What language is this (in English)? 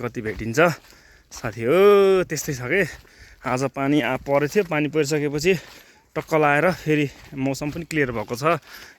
Nepali